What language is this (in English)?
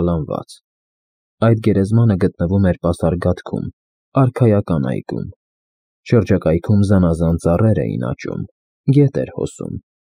Armenian